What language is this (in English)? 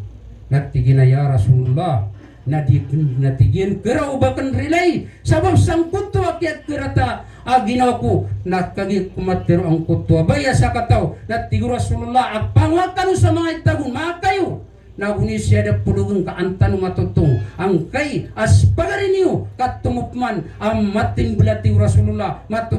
Maranao